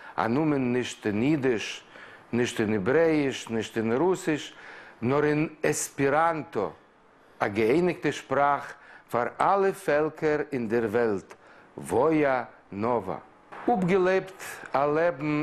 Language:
Yiddish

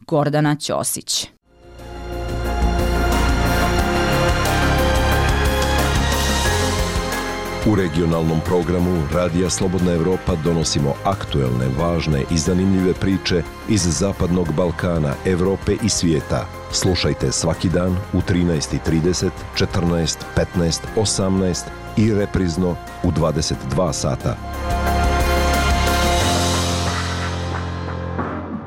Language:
Bosnian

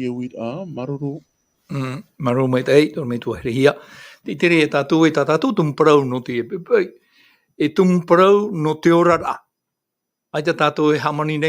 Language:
Tahitian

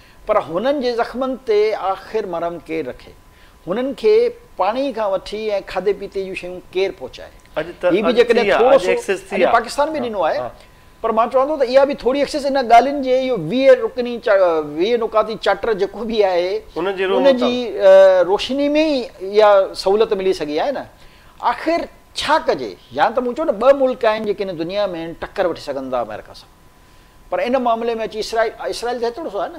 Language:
Sindhi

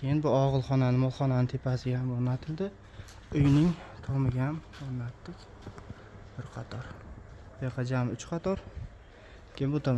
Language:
Uzbek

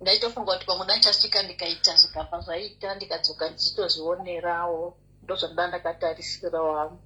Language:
Shona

